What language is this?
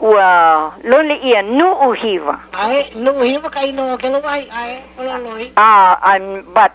Hawaiian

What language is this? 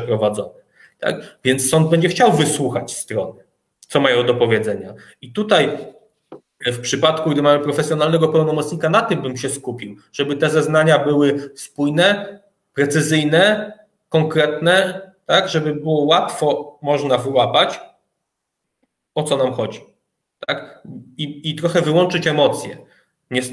Polish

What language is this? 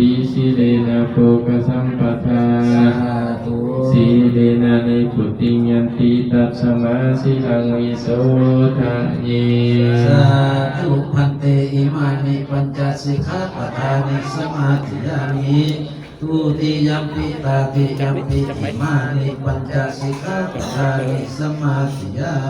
Pali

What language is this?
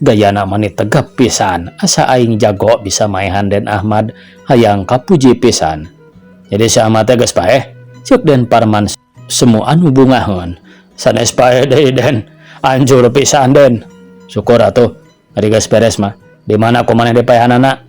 Sundanese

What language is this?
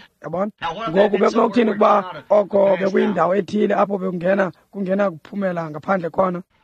Xhosa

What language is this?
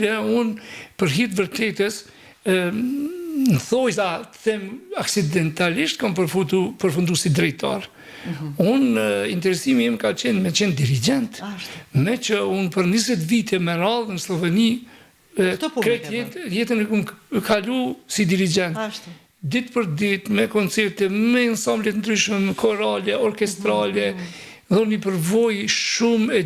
Albanian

